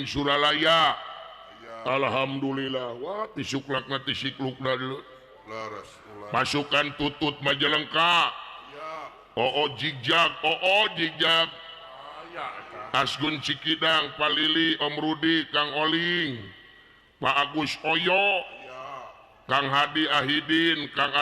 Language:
Sundanese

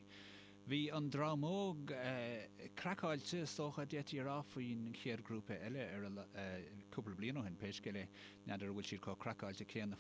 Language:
Irish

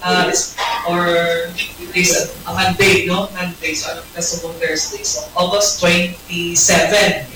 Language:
Hiligaynon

